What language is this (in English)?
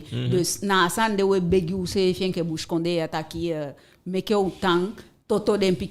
Eastern Maroon Creole